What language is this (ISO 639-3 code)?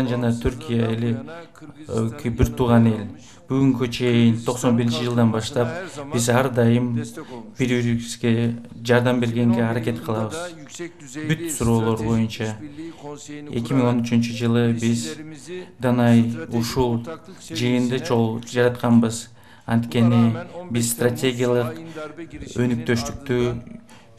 kir